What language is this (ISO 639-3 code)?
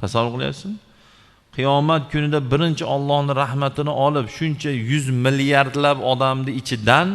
uzb